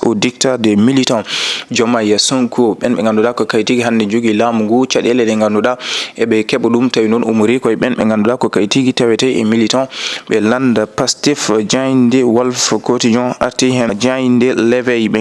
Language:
Fula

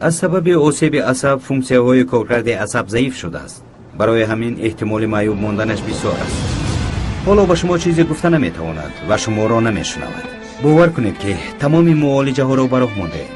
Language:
Tajik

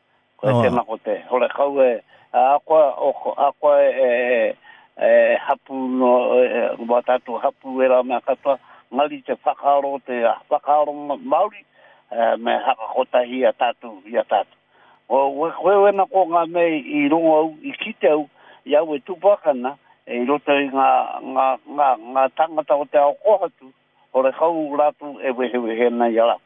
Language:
Māori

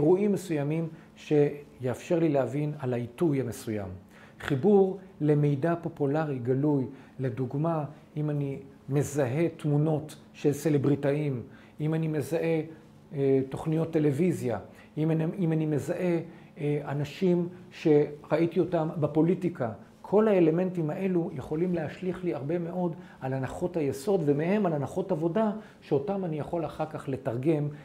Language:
Hebrew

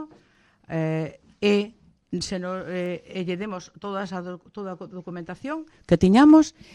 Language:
Galician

